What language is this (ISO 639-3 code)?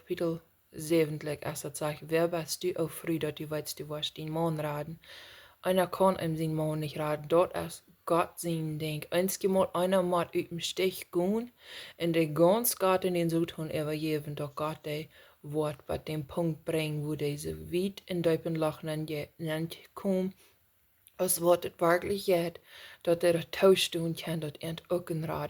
pdt